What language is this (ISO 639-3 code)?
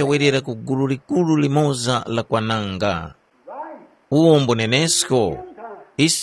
tum